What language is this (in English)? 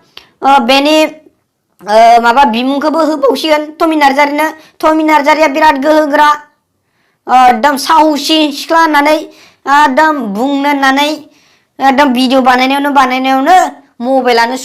Bodo